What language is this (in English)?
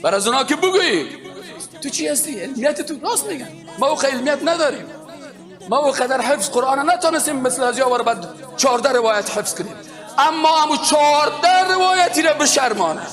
Tajik